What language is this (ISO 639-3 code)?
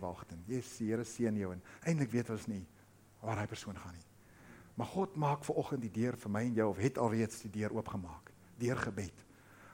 afr